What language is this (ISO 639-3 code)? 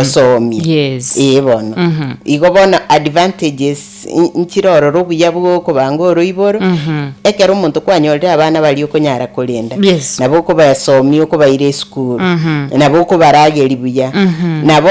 guz